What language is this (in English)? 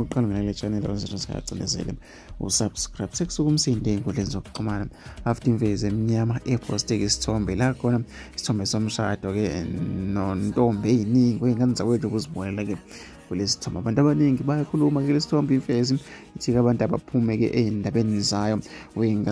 Zulu